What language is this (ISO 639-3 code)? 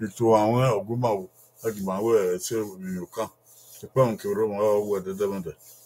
bin